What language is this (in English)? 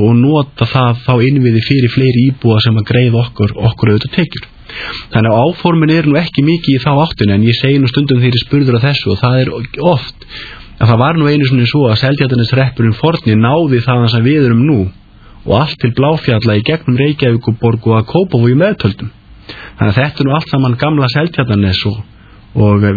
Icelandic